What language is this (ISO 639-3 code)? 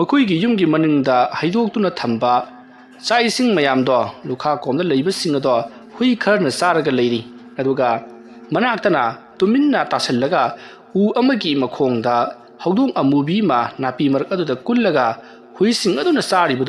mni